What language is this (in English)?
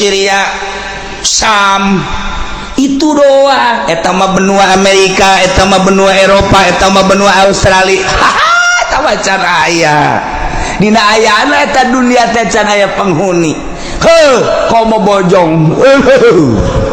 Sundanese